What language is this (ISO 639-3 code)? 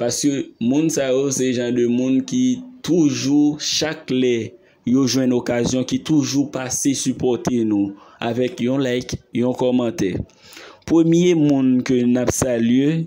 hat